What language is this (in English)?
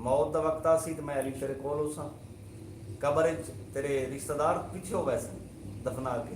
Saraiki